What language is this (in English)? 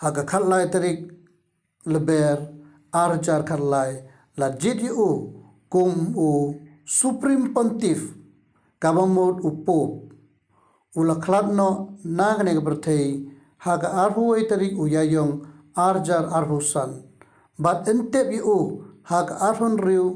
Khasi